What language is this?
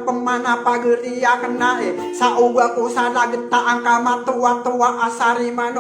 Maranao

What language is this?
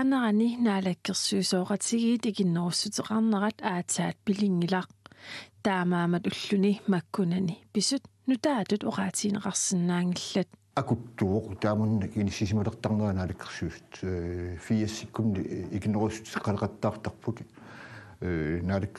Kalaallisut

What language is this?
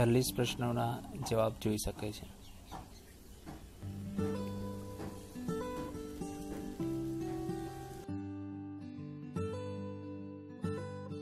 Gujarati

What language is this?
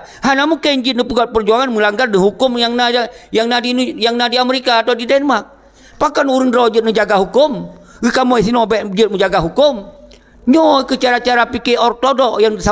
Achinese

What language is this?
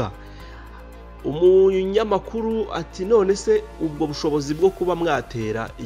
Kinyarwanda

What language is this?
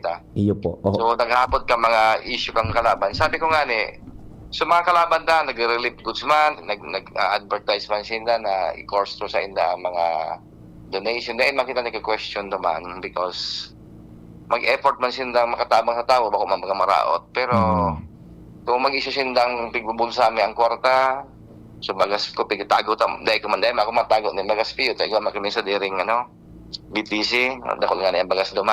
Bikol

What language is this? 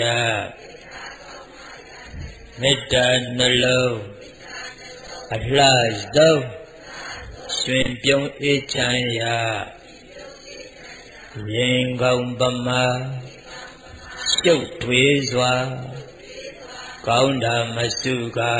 Burmese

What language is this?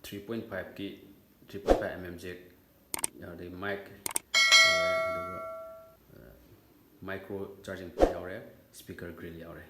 Manipuri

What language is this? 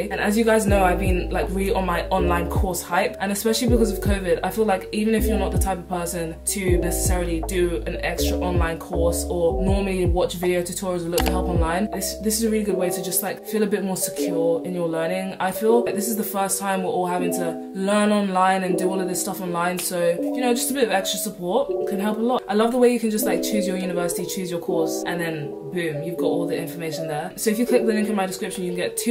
English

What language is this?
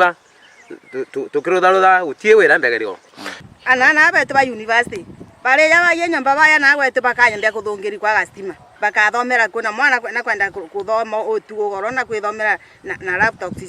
Meru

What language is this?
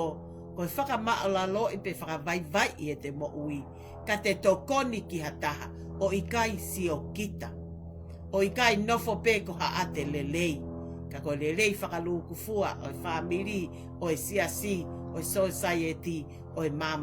Tongan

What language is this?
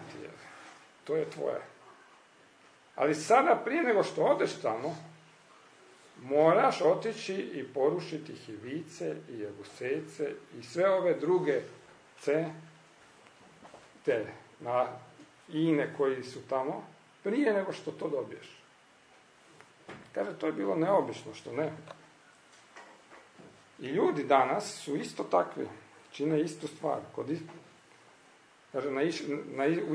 Croatian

